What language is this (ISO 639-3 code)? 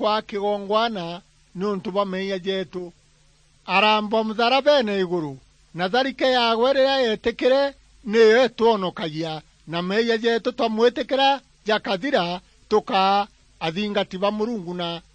mer